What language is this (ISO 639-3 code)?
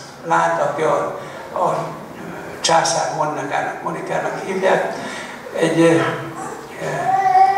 hun